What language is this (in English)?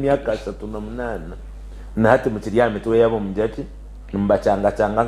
Nyankole